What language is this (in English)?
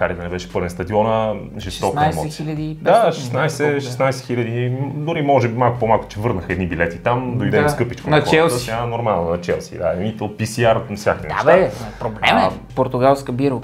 Bulgarian